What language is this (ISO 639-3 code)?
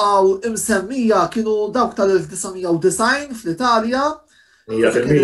mlt